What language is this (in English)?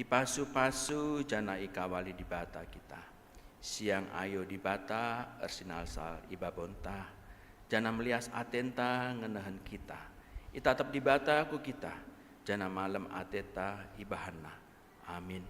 Batak Karo